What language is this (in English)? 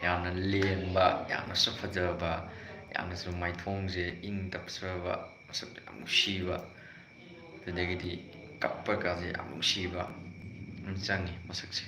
Manipuri